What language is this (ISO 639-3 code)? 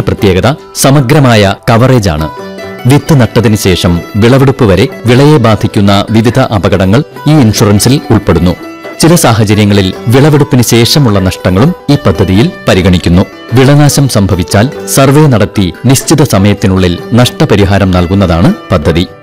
mal